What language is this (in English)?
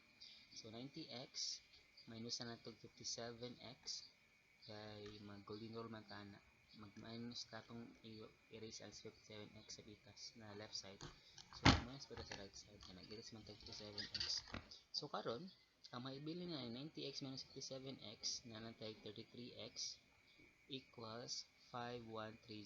Cebuano